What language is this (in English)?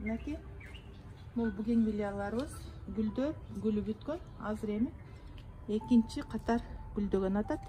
Kyrgyz